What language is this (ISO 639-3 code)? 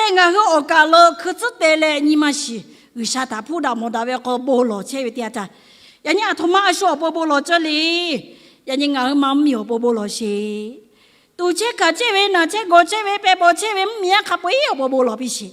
lhu